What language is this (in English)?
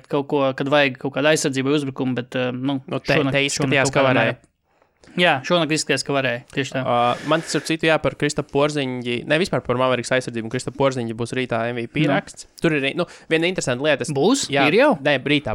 Latvian